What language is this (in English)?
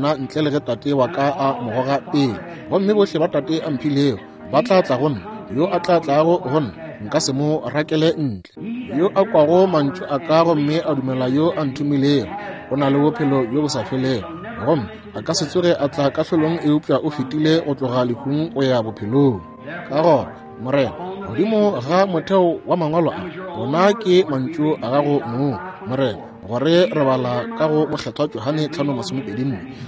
Northern Sotho